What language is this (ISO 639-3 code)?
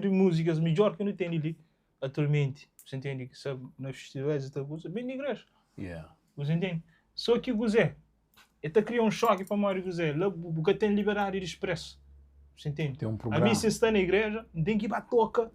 kea